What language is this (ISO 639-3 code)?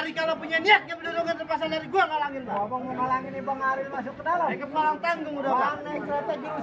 bew